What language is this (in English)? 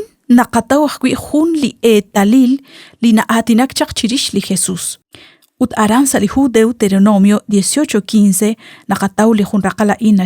Kekchí